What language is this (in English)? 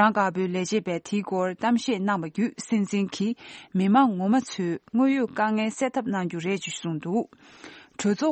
Tibetan